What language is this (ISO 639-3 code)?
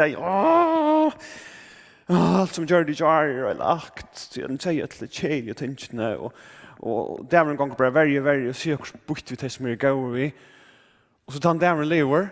fao